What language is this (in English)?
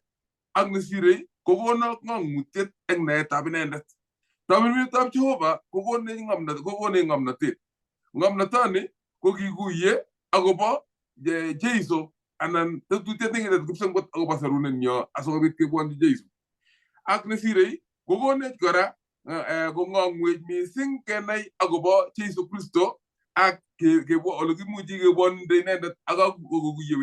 Kalenjin